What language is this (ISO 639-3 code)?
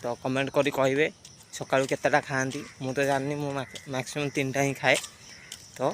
ori